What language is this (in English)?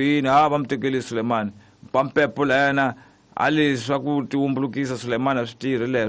Tsonga